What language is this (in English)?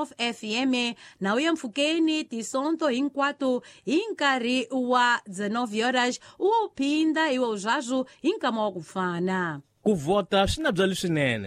Tsonga